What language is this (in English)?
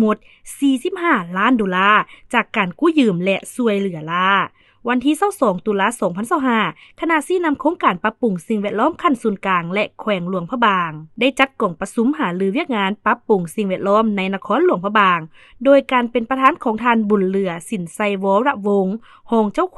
Lao